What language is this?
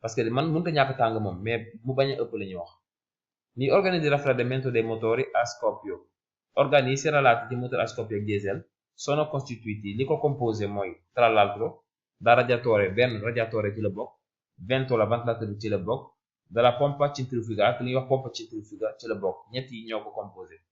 Wolof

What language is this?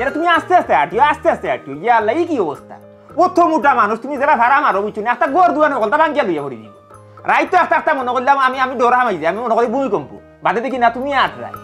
Sylheti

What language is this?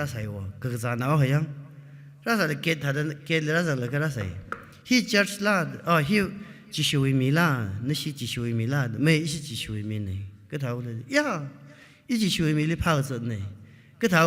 Tangkhul Naga (India)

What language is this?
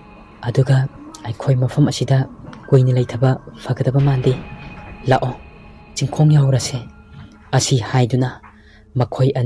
Manipuri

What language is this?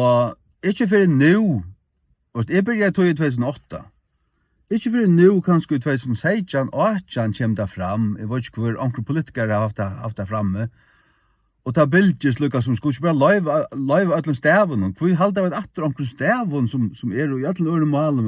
Faroese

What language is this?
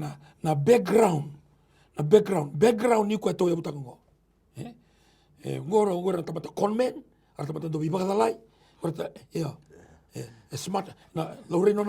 Fijian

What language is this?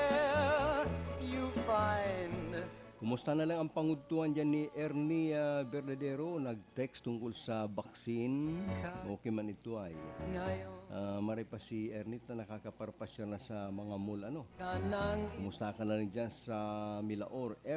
Bikol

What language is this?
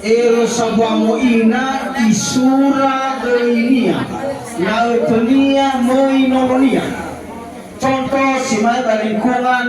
Nias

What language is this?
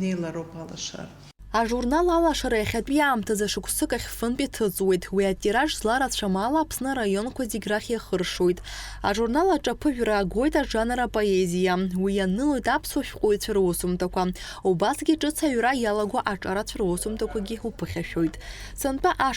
Abkhazian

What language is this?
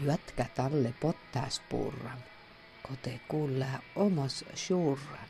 Inari Sami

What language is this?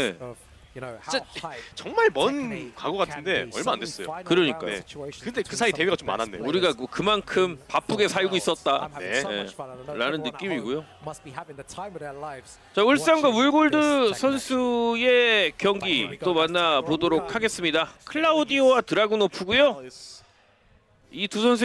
Korean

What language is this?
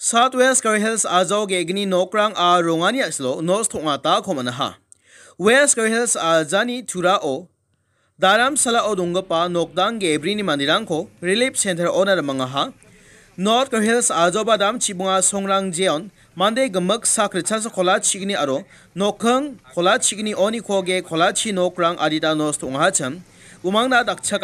Garo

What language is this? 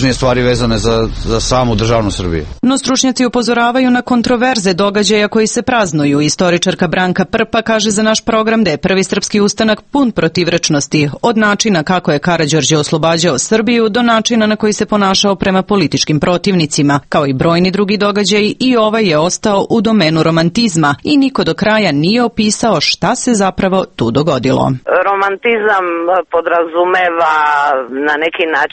Serbian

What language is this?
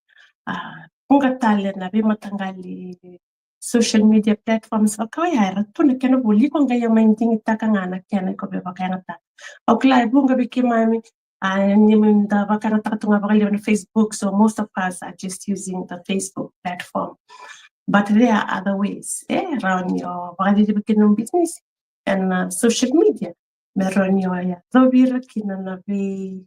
Fijian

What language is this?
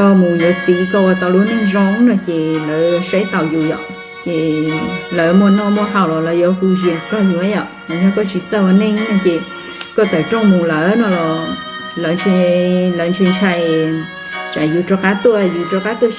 Hmong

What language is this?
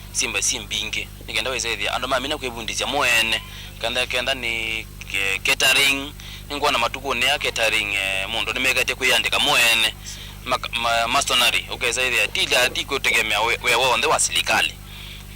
Kamba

